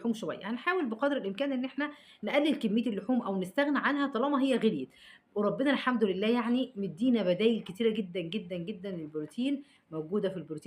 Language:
Egyptian Arabic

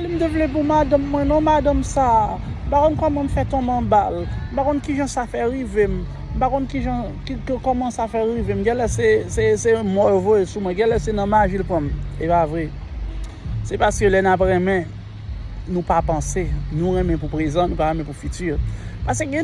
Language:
Haitian Creole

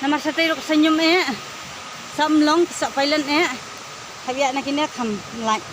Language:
Khasi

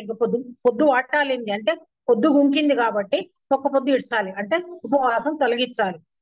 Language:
Telugu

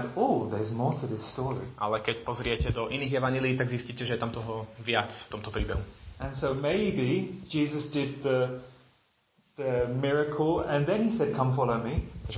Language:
Slovak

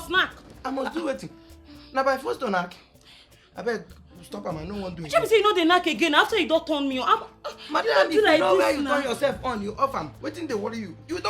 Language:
Nigerian Pidgin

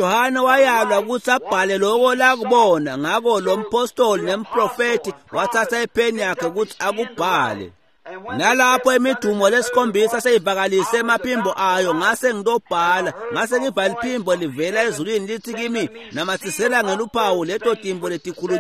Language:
Swati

